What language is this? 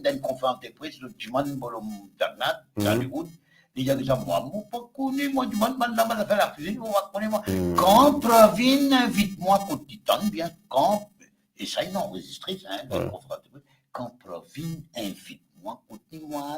Morisyen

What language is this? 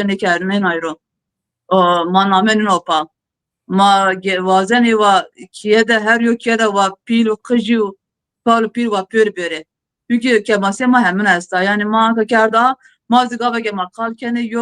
Zaza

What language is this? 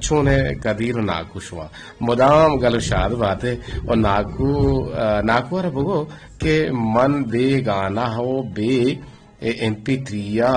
Eastern Balochi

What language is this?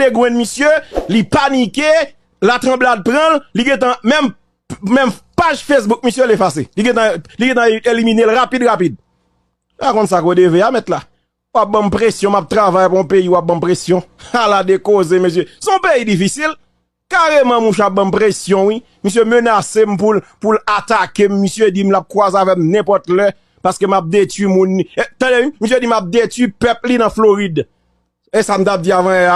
Haitian Creole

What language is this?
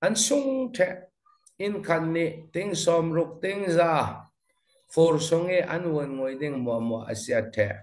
Falam Chin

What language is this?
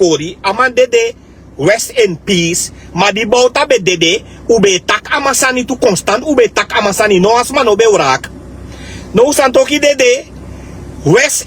Sranan Tongo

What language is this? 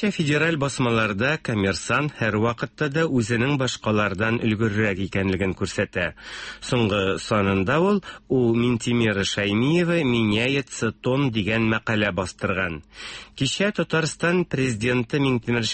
Tatar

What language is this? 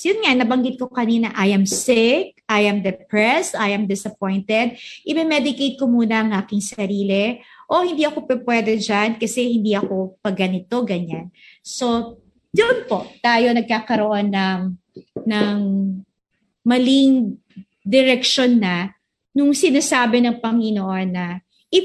Filipino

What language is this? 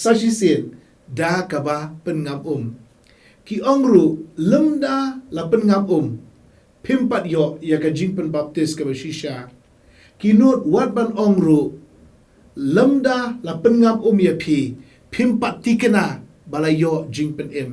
Khasi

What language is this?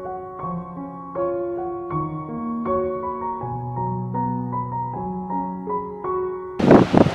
Kannada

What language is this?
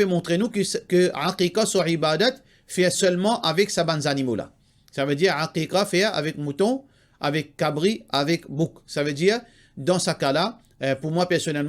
Morisyen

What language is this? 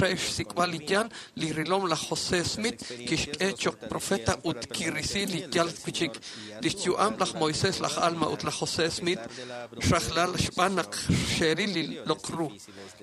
Kekchí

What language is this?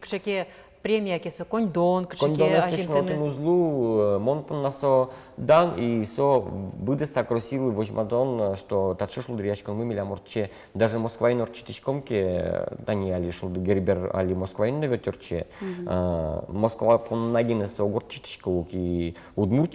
Udmurt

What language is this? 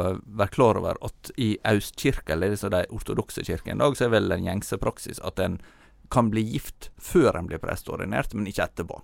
Norwegian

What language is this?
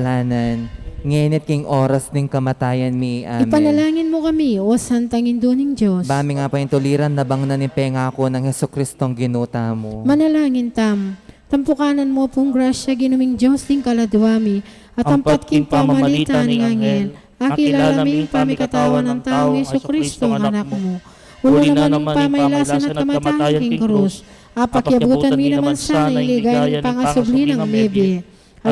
Pampanga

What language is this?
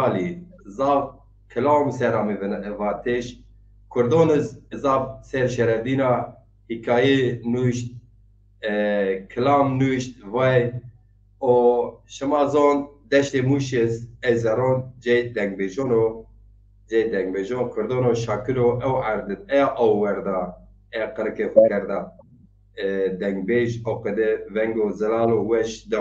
Zaza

